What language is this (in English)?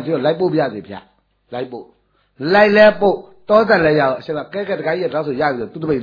Burmese